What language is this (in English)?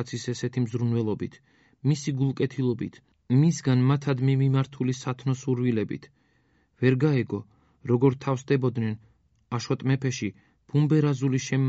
Georgian